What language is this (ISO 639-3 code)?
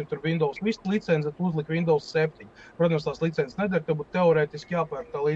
lav